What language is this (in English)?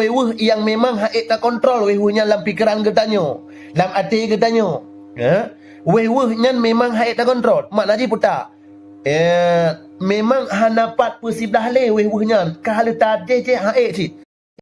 Achinese